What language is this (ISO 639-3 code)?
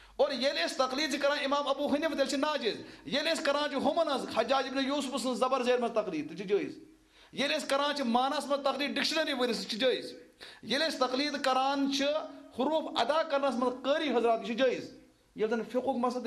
kas